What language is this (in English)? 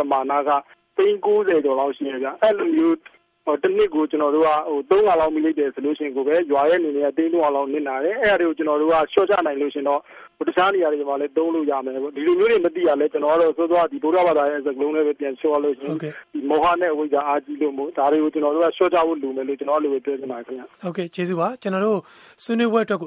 Burmese